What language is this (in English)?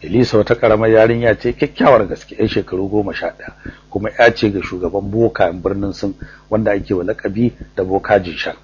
Hausa